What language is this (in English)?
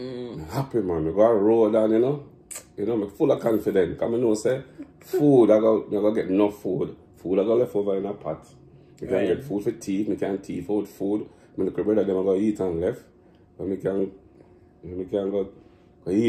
Jamaican Creole English